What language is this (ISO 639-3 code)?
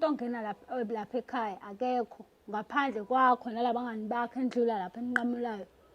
zul